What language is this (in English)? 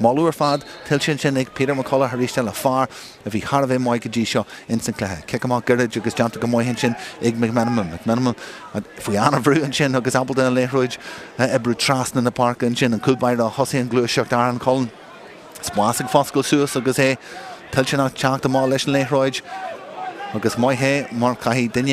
Irish